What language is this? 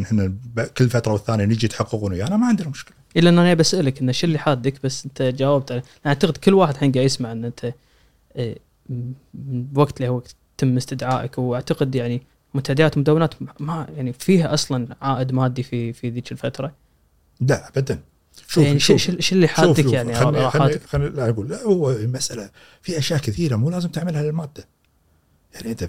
Gulf Arabic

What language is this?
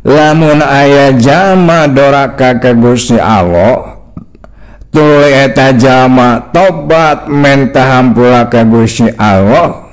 Sundanese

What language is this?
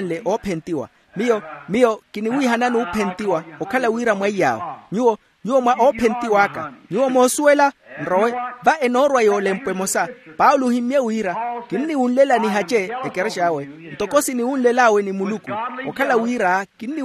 Makhuwa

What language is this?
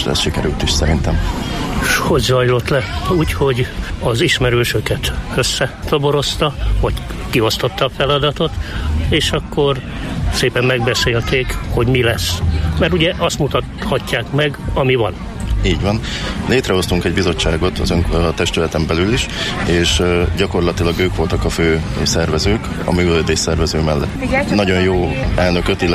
Hungarian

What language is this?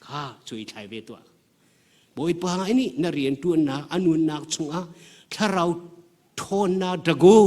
Hakha Chin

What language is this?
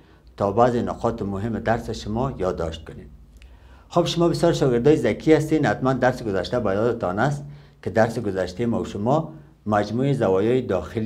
Persian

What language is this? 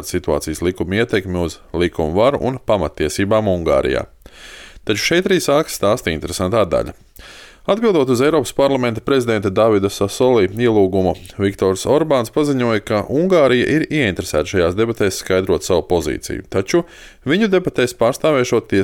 Latvian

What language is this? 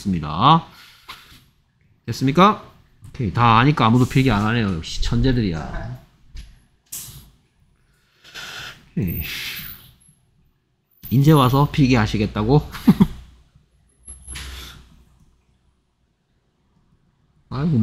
Korean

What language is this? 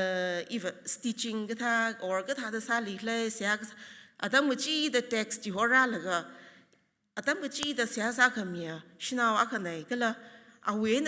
Tangkhul Naga (India)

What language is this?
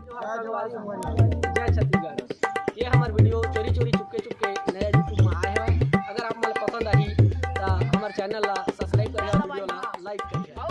Chhattisgarhi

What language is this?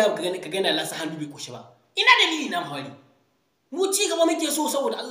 Hausa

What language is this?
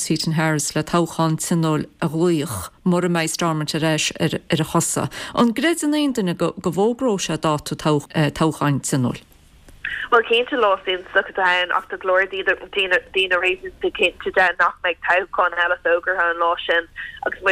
Irish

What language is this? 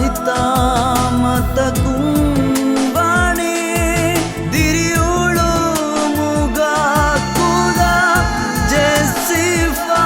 Divehi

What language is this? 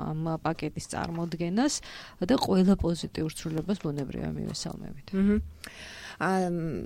Georgian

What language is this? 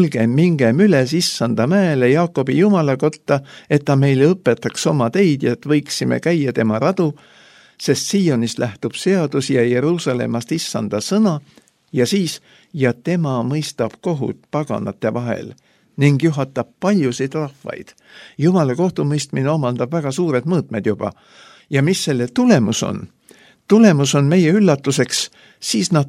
Estonian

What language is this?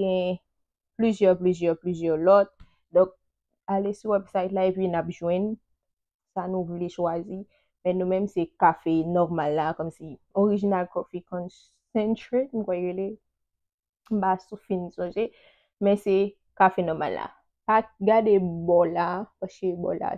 Haitian Creole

